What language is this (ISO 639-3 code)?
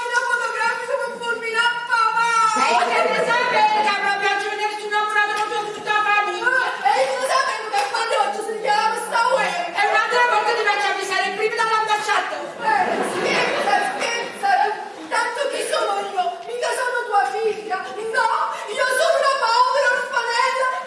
nap